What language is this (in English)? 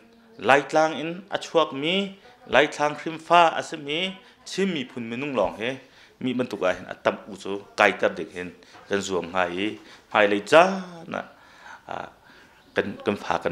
Hakha Chin